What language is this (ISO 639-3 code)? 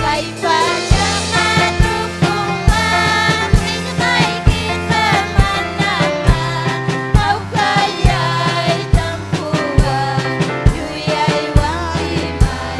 quy